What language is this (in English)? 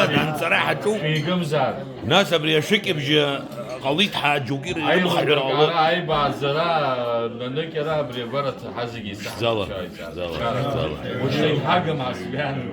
Abkhazian